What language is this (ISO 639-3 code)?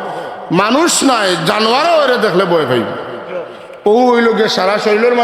syl